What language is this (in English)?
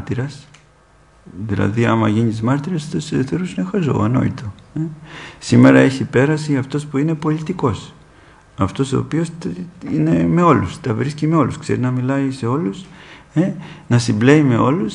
Greek